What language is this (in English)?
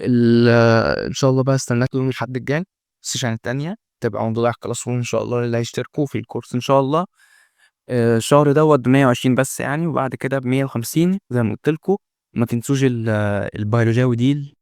Egyptian Arabic